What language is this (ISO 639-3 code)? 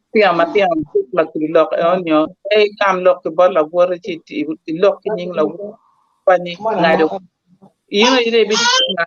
ach